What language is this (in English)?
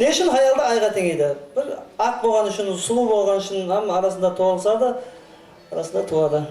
Kara-Kalpak